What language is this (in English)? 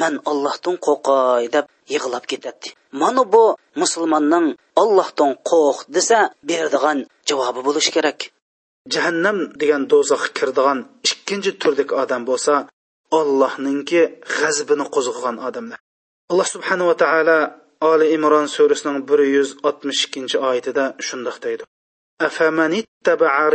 Uyghur